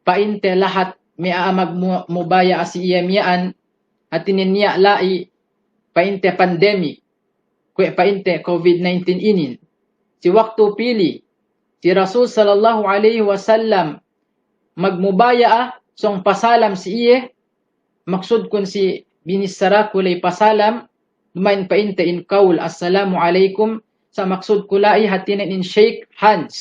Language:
Yakan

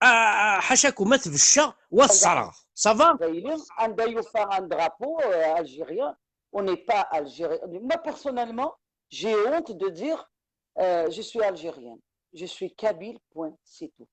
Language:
Kabyle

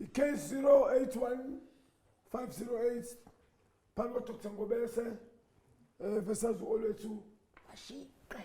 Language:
Zulu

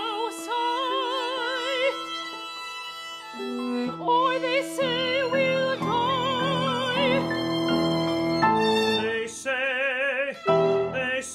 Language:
English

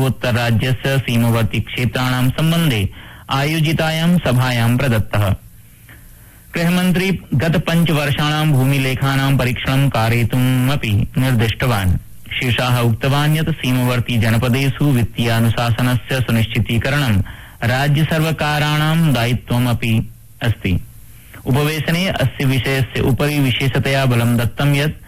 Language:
Sanskrit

